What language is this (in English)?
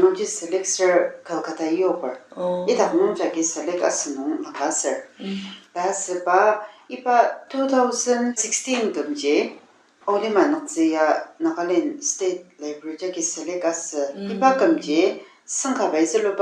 Ao Naga